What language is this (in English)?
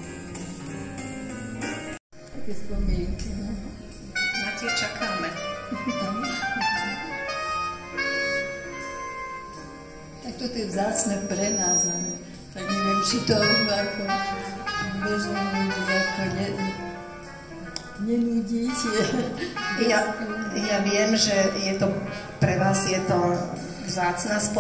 Slovak